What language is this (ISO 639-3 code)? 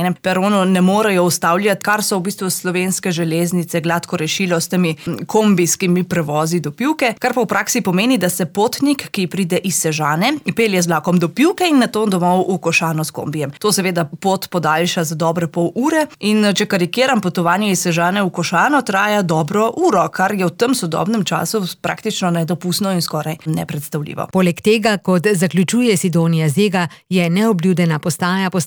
slv